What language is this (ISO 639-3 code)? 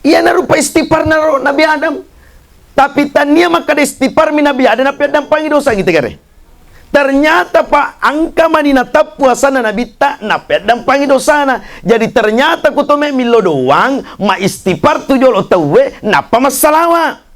bug